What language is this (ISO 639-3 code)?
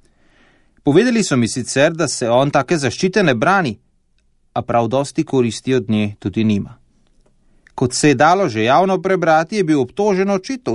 slv